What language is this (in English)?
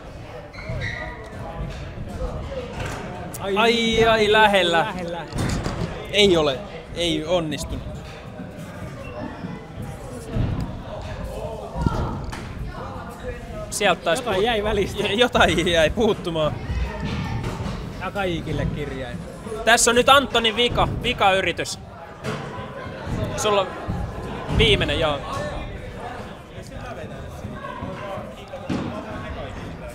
Finnish